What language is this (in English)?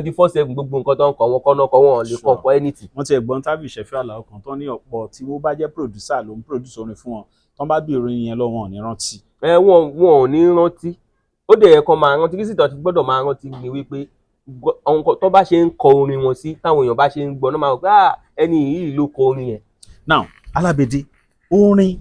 Yoruba